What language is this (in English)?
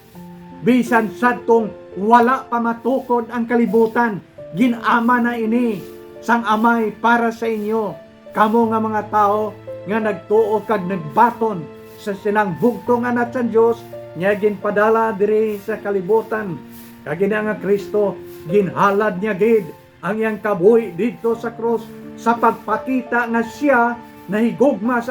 Hiligaynon